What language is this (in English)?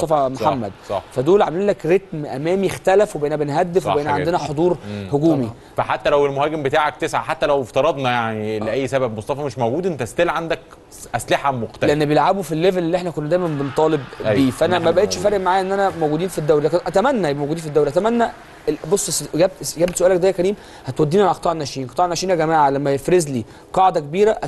Egyptian Arabic